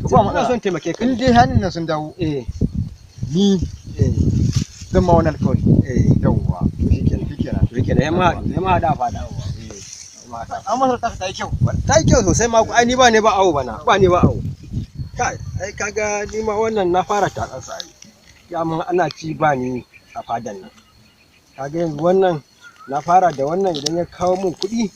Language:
Hausa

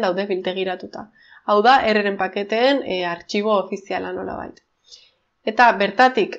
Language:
Basque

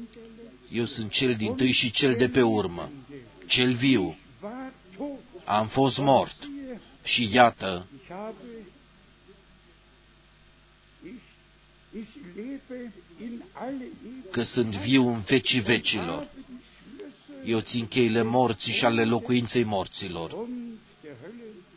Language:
Romanian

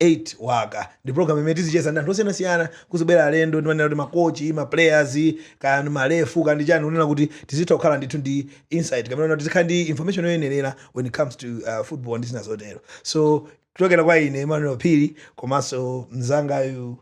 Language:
Nyanja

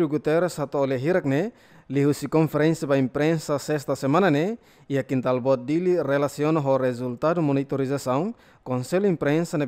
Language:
Tetum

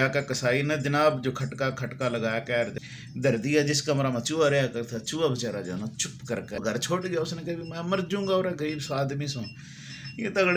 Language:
Haryanvi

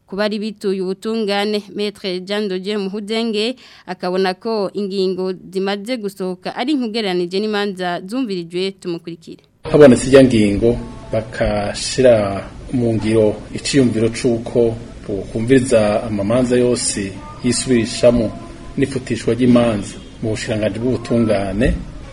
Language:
Rundi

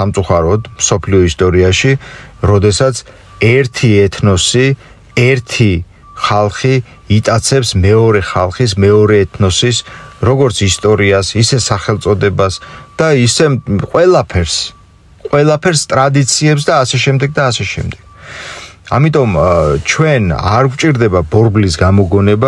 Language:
Georgian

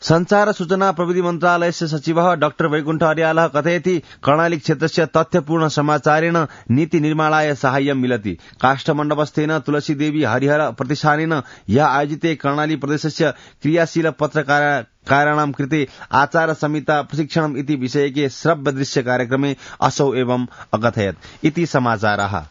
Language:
Sanskrit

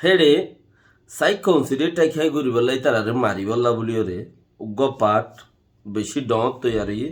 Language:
Rohingya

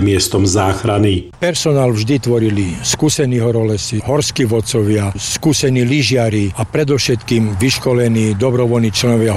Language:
Slovak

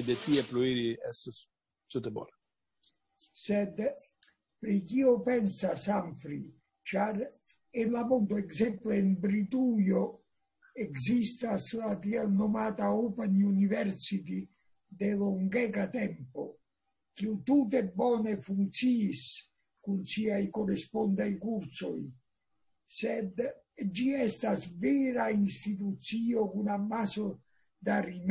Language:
Esperanto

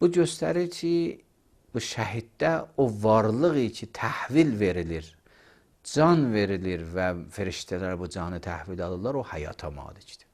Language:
Azerbaijani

